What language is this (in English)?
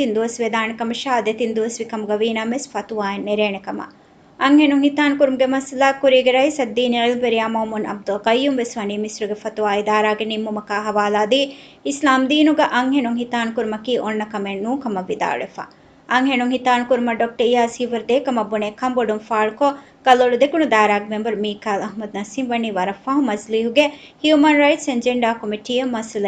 Divehi